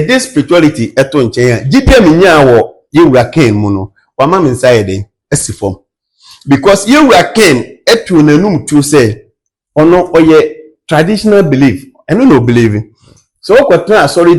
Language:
Akan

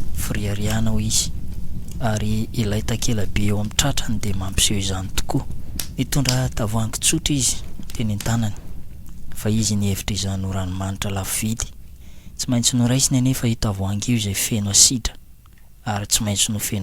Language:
Malagasy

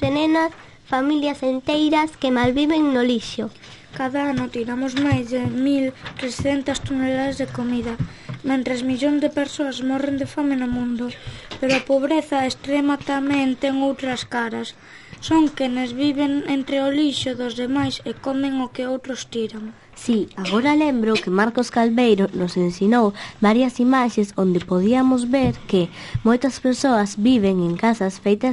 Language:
Galician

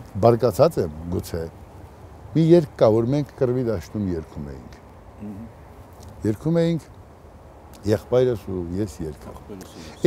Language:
Armenian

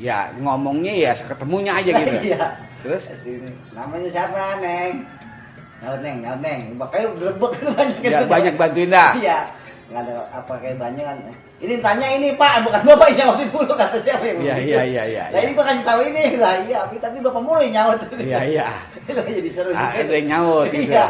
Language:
Betawi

